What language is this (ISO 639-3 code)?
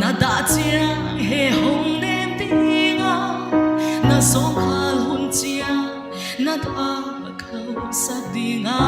pck